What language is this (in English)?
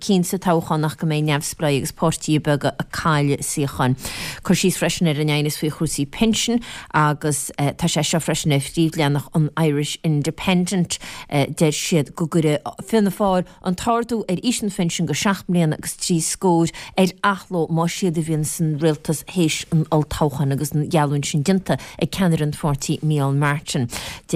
Irish